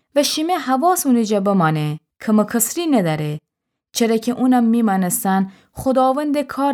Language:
Gilaki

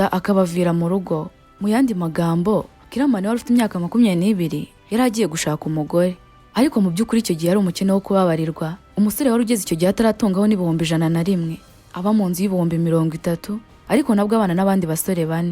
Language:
Kinyarwanda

